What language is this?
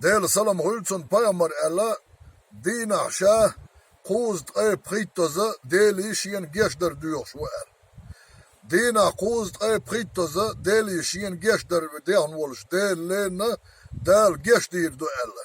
Chechen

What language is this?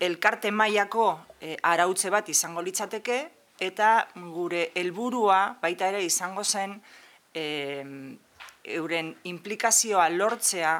Basque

